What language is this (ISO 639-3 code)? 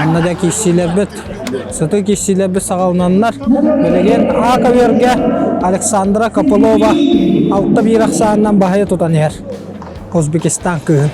sah